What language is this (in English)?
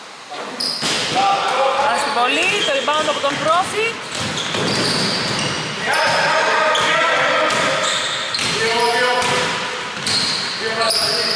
Greek